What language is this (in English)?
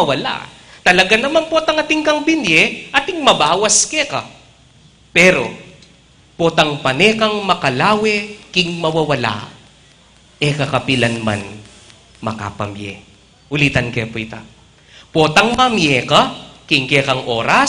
Pampanga